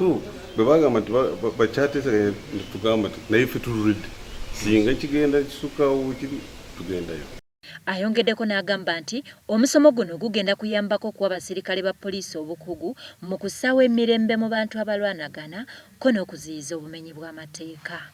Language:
Ganda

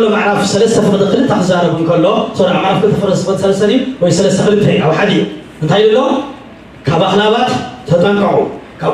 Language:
Tigrinya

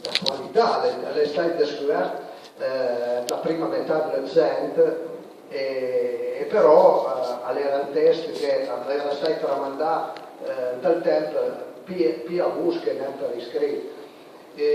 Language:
Piedmontese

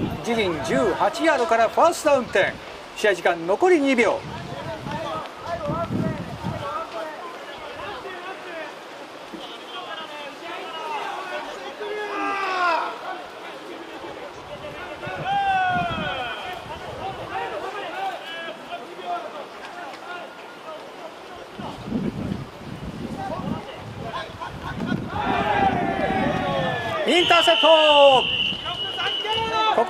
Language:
Japanese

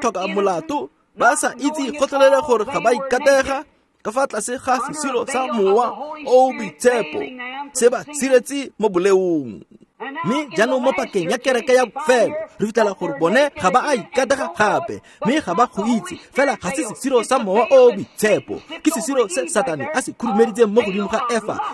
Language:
Tswana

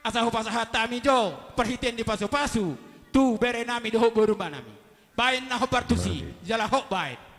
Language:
Batak Toba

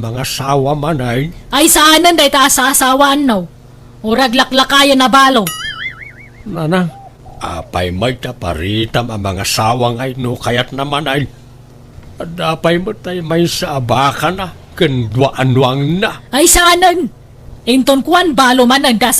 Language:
Iloko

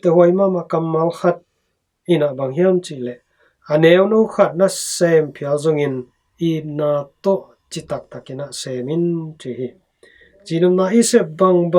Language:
Tedim Chin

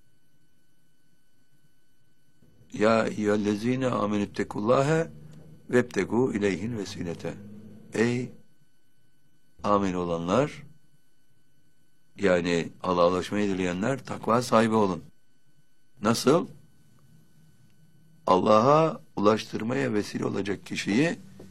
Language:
Turkish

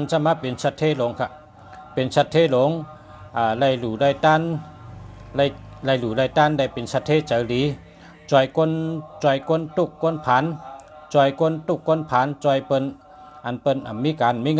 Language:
Shan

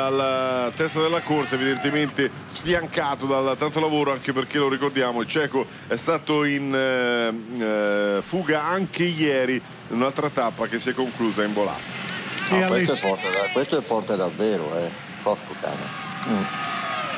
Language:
Italian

